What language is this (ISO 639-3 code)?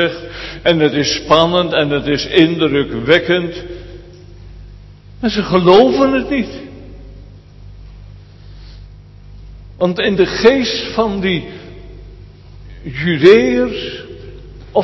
nld